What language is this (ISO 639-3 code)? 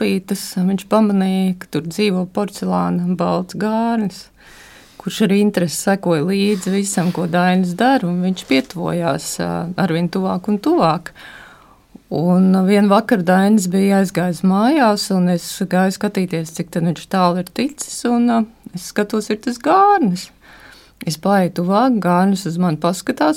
lav